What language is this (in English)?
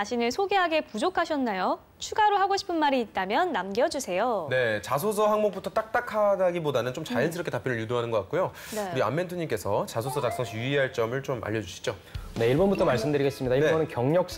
Korean